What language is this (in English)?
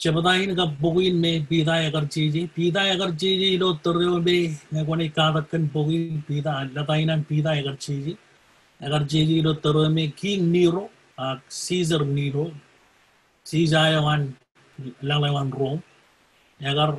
Marshallese